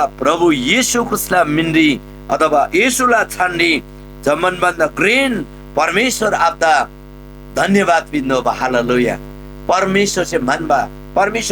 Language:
Eastern Tamang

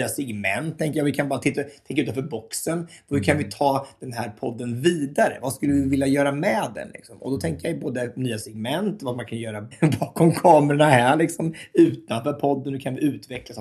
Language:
Swedish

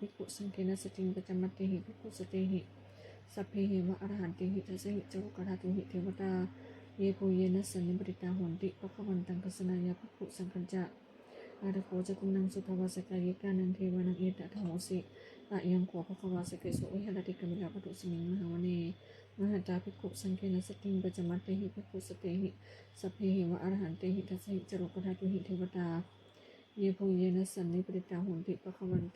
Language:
Pali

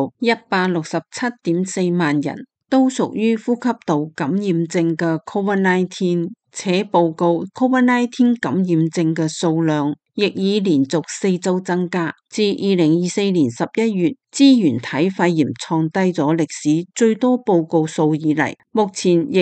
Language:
Cantonese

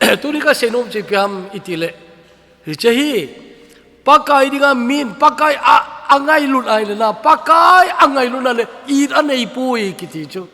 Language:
Thado Chin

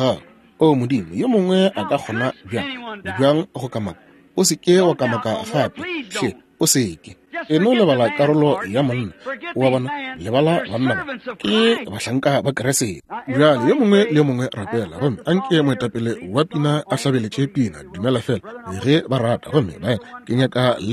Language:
Northern Sotho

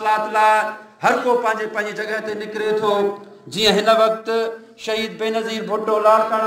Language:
Sindhi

